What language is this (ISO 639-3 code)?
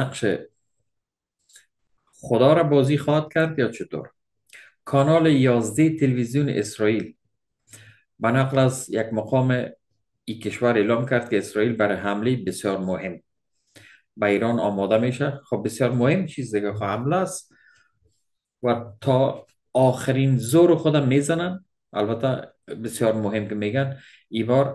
fas